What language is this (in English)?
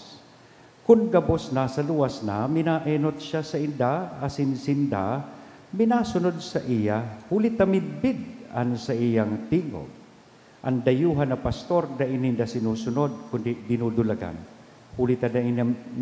Bikol